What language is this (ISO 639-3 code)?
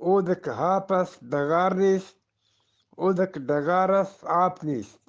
bgp